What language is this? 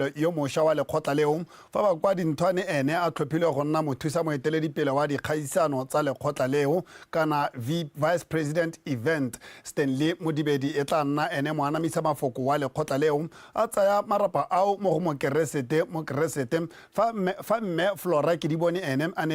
Tswana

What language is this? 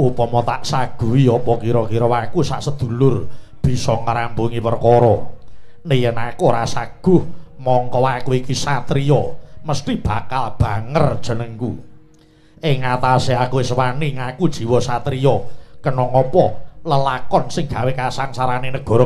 Javanese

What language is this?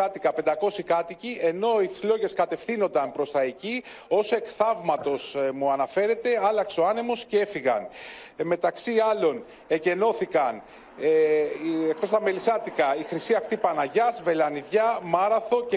Greek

